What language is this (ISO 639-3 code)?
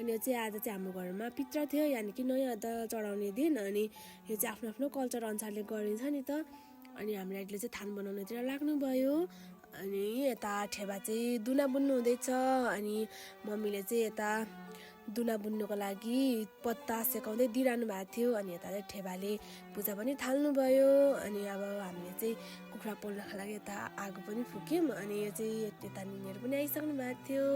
nep